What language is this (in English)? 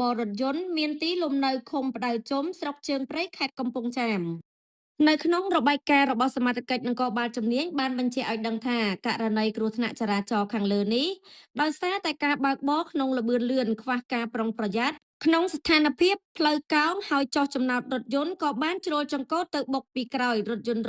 Khmer